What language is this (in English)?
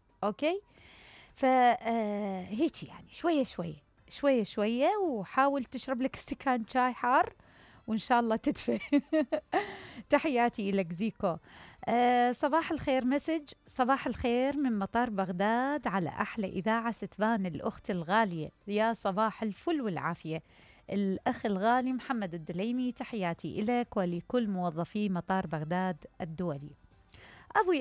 Mesopotamian Arabic